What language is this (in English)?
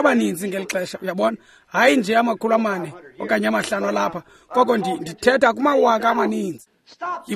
Xhosa